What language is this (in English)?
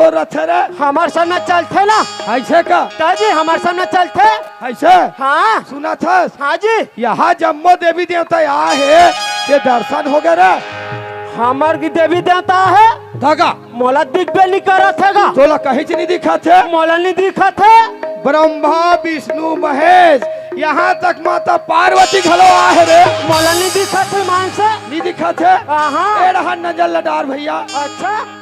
Chhattisgarhi